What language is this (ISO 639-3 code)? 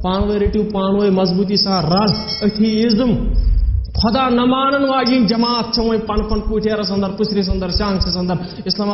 kas